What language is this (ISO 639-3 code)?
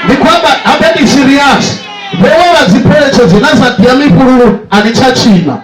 ven